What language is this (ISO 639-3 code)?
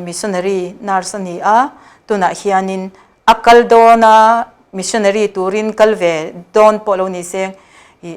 lus